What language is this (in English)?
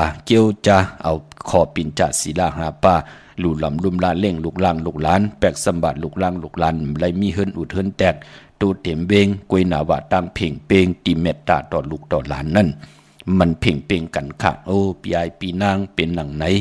Shan